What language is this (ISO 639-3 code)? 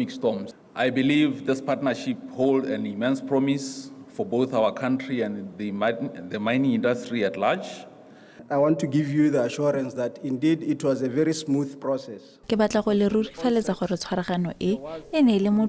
tsn